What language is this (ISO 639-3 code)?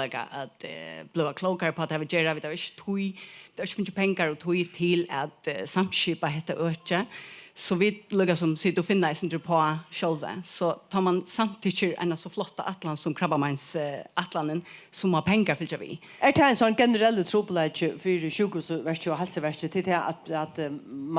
fao